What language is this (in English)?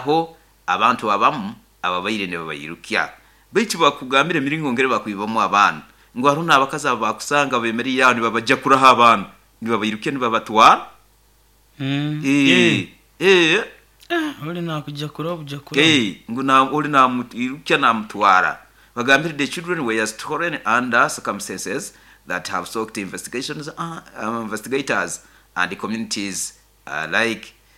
Nyoro